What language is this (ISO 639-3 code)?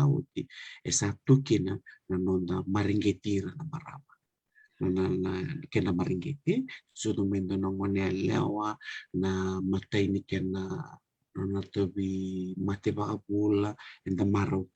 fij